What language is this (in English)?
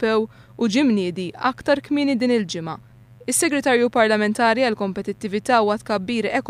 Maltese